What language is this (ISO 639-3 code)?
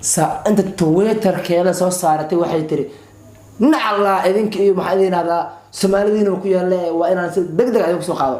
som